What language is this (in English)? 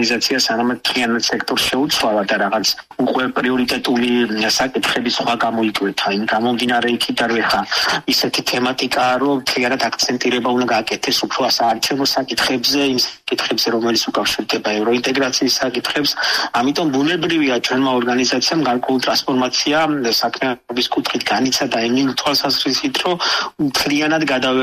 Georgian